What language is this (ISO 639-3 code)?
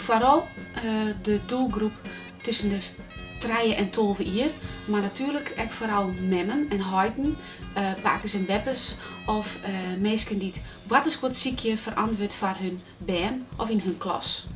fry